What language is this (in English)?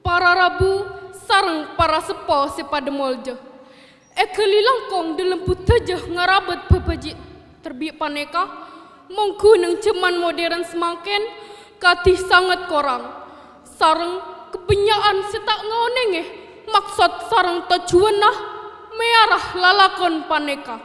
Madurese